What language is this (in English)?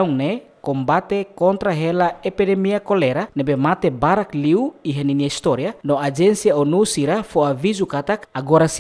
Tetum